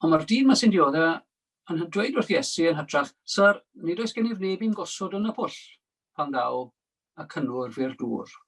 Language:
Welsh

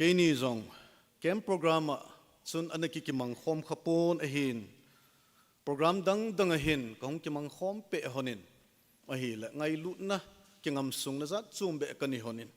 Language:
Thado Chin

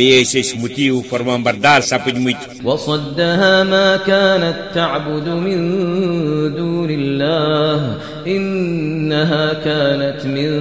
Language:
Kashmiri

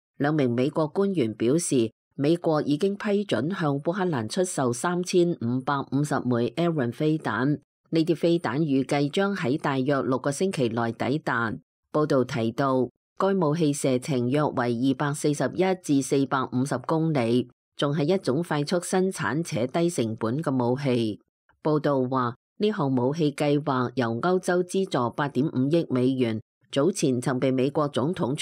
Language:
Cantonese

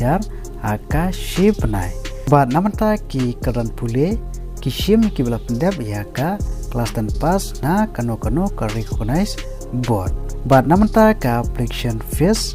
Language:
Khasi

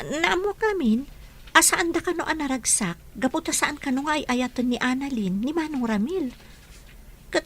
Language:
Iloko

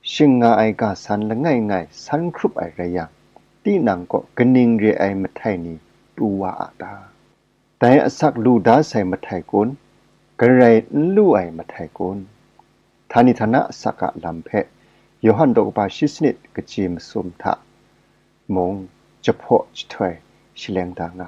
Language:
Kachin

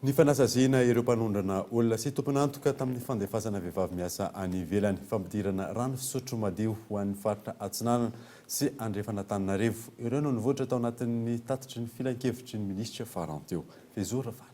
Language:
Malagasy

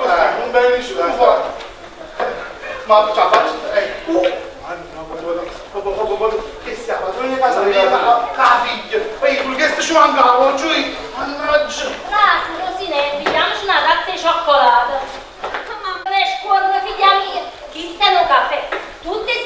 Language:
Italian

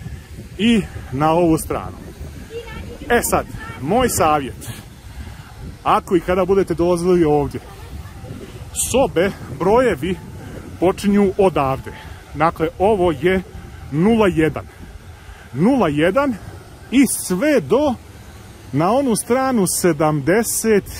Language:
Croatian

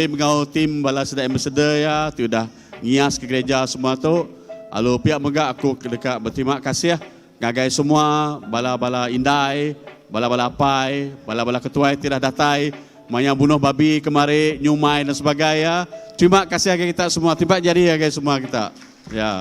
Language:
Iban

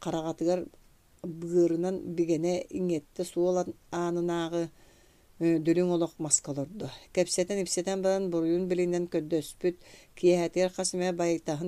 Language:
Yakut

